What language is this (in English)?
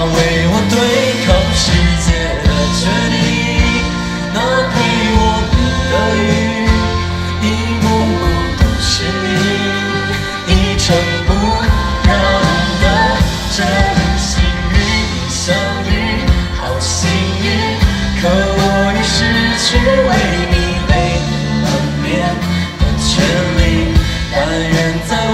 Chinese